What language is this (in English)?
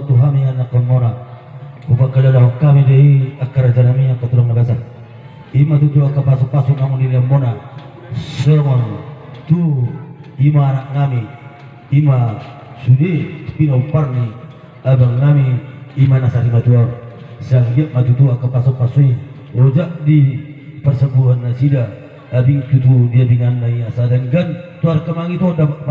Batak Toba